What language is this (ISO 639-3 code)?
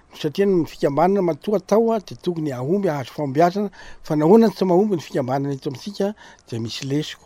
mlg